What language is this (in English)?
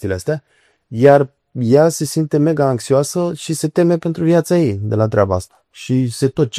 Romanian